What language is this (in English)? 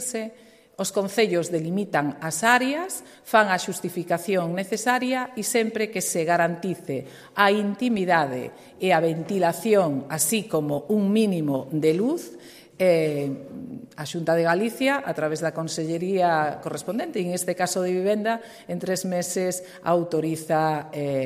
Galician